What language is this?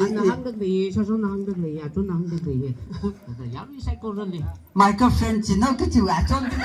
Tangkhul Naga (India)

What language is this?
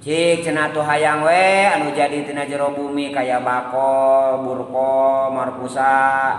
Sundanese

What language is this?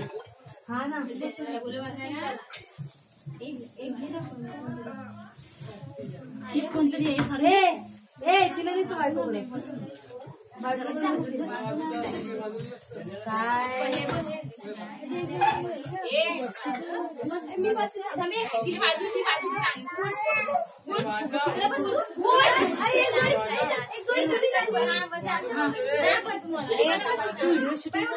Marathi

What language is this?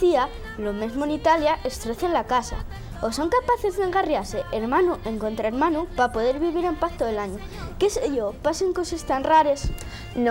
Asturian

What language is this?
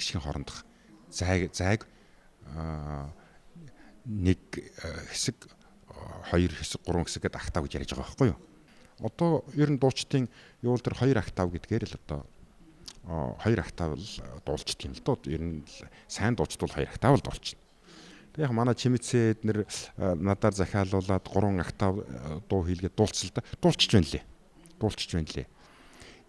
Mongolian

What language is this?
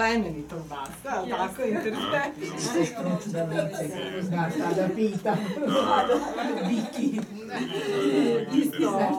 Serbian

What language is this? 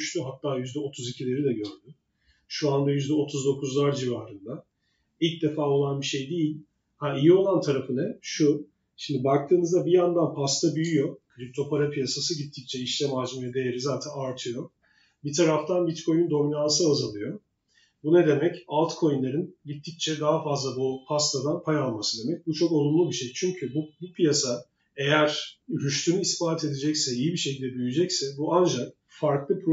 Turkish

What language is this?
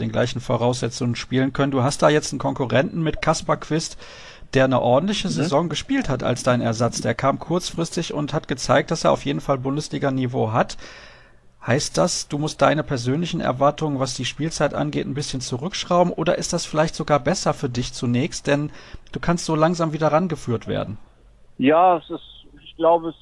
German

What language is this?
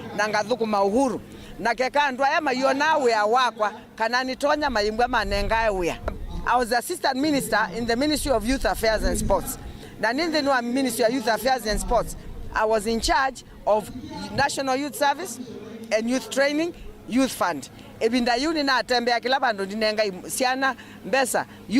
Kamba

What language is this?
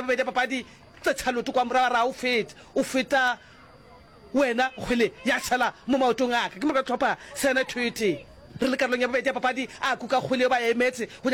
Northern Sotho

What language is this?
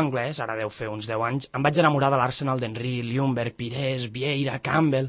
Catalan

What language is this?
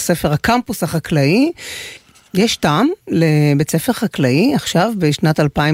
Hebrew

